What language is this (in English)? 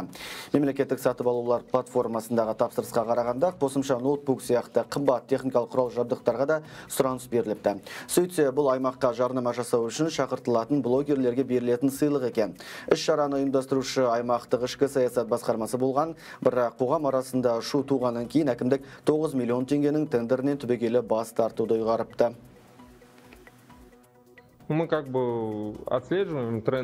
Kazakh